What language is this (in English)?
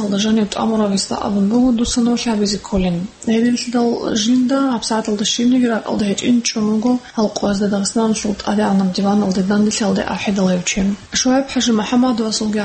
Avaric